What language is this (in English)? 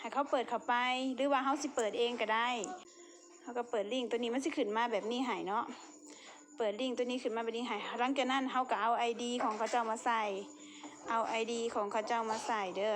Lao